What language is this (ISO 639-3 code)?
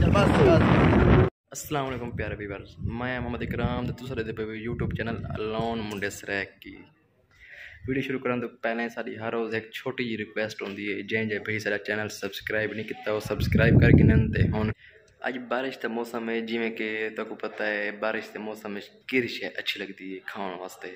skr